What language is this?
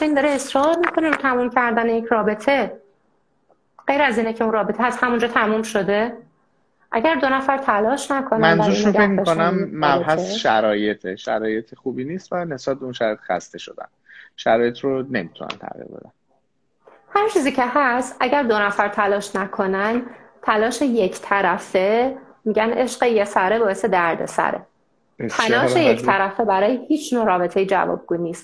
Persian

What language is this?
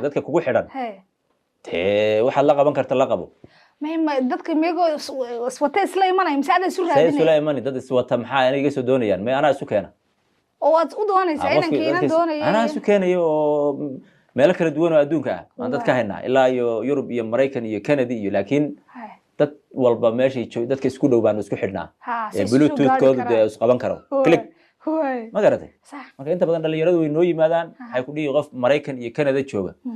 Somali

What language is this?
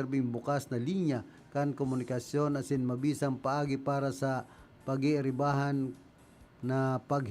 Bikol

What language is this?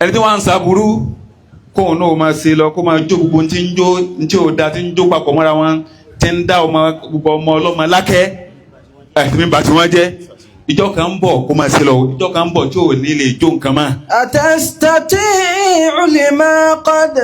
Yoruba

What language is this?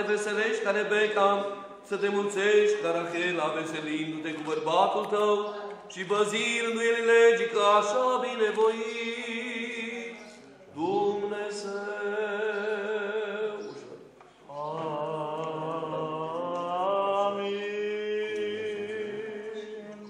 Romanian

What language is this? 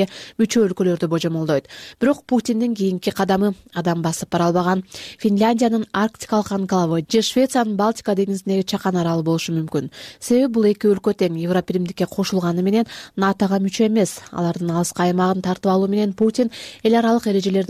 Kyrgyz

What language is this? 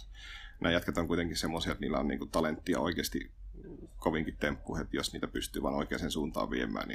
Finnish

